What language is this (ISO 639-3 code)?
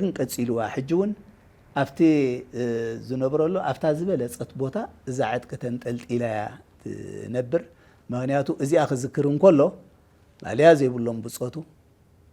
tir